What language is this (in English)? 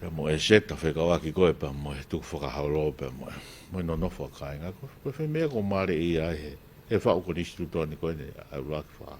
Tongan